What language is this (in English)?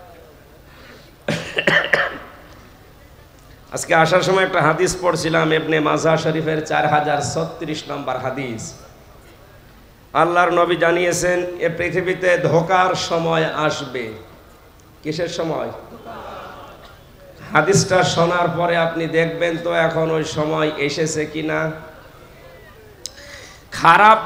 Bangla